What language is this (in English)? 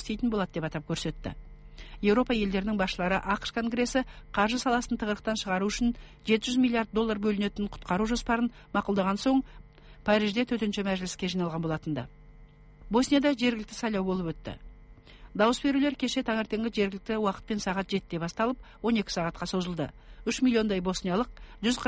Kazakh